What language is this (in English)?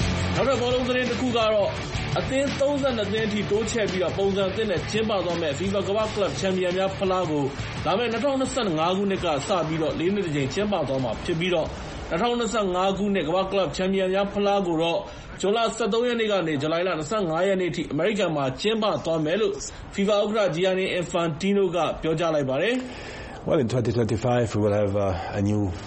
Burmese